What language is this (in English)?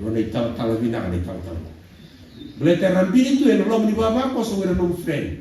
Fijian